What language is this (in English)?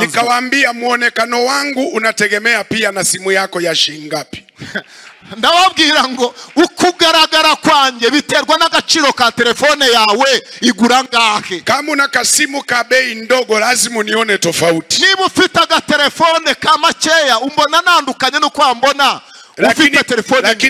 Kinyarwanda